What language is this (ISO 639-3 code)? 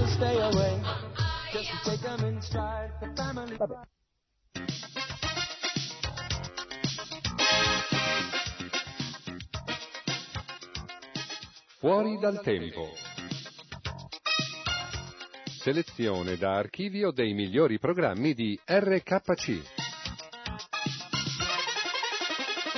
ita